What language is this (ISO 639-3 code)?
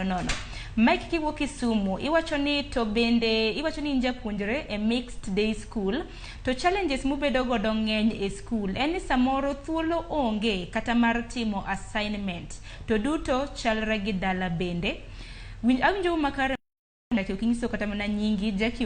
luo